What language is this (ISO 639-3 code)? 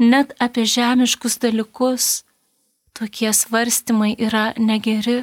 lit